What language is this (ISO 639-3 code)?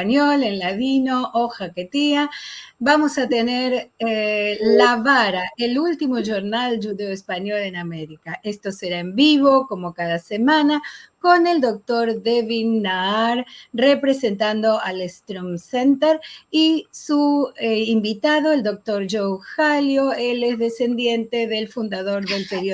lad